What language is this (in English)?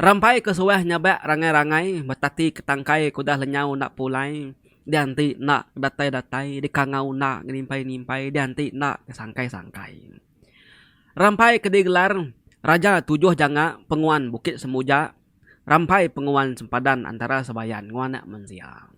Iban